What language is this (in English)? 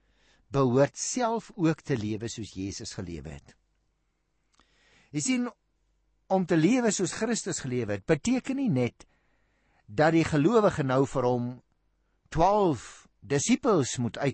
Afrikaans